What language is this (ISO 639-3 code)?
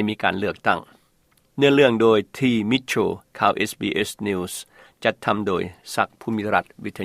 lao